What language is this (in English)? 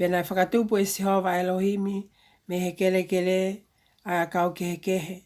Tongan